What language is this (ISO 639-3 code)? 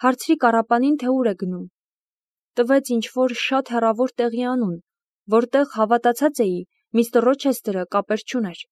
hye